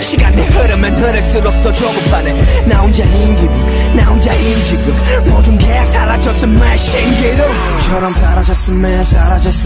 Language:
Korean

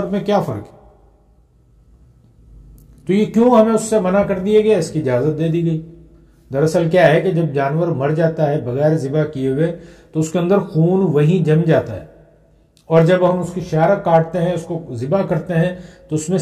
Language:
Urdu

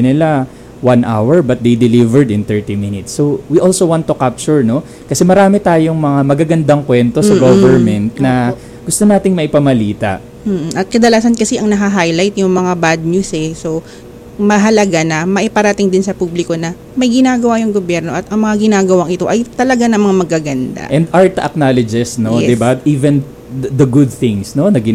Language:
Filipino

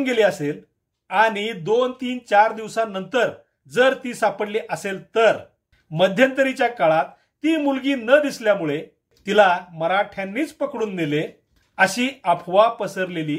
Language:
Marathi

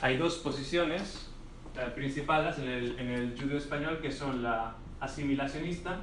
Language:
Ladino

